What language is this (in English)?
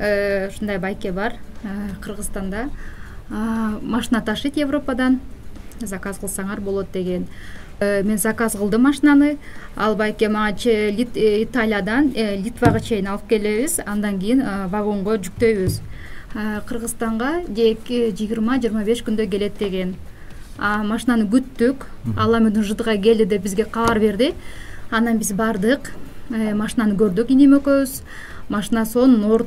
Kyrgyz